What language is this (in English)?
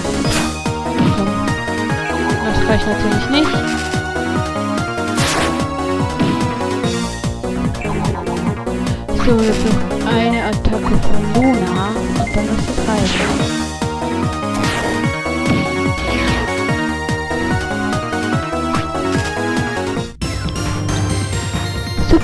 German